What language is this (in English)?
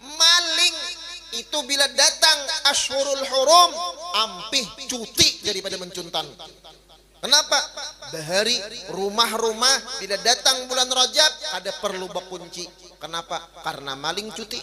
Banjar